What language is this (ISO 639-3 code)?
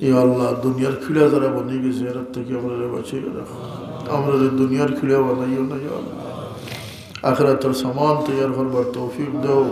syl